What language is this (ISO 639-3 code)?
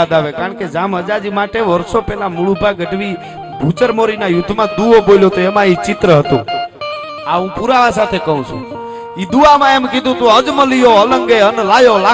guj